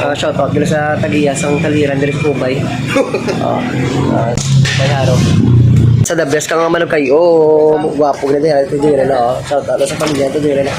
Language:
Hiligaynon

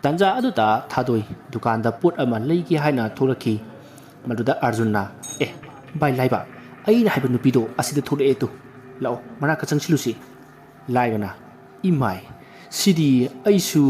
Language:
Manipuri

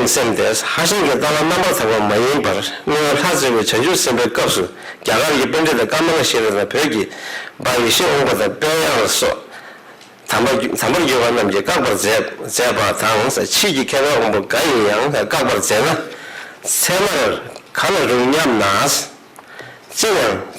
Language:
Tibetan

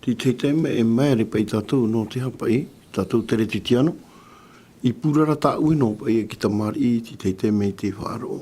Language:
Tahitian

